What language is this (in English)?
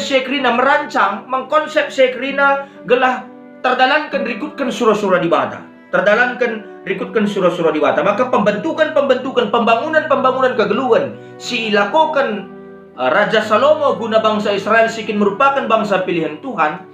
Batak Karo